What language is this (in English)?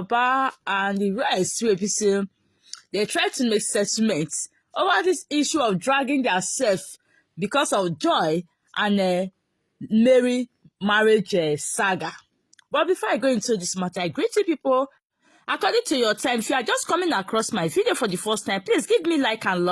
Nigerian Pidgin